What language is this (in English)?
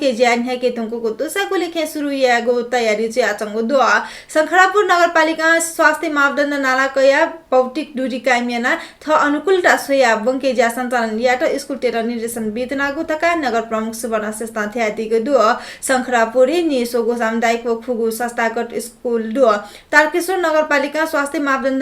Newari